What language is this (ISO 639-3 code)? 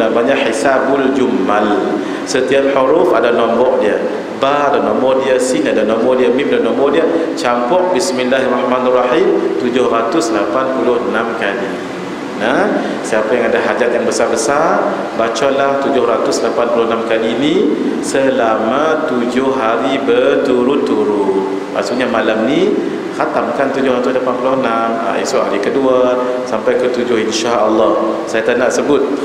msa